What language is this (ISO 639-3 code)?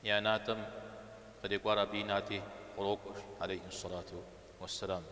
kbd